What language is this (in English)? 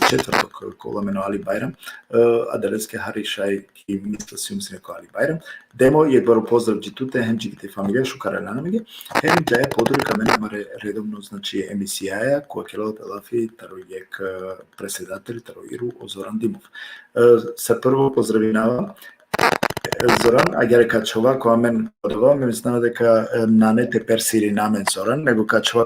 Balkan Romani